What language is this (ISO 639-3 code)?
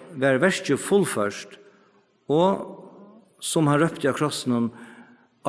fao